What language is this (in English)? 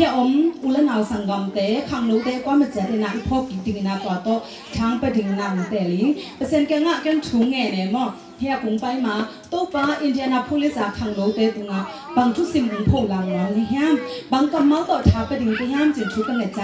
Tedim Chin